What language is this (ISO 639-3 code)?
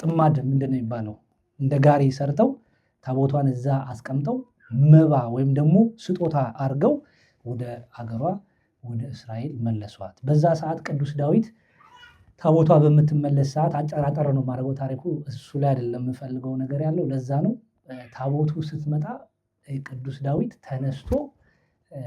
amh